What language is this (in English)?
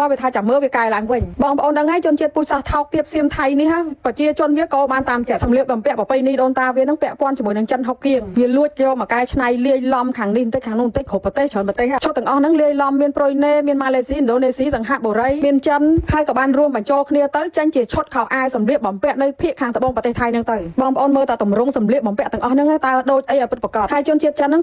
Khmer